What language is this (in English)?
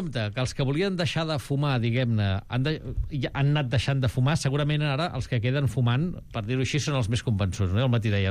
Catalan